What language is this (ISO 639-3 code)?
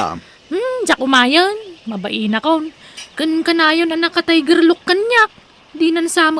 ilo